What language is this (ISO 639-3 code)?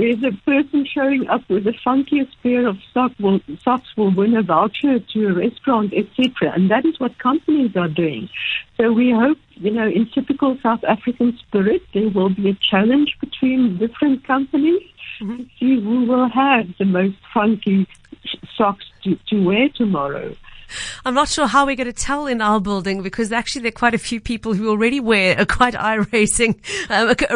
eng